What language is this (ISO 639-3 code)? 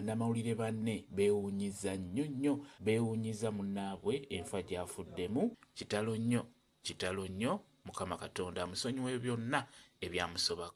lug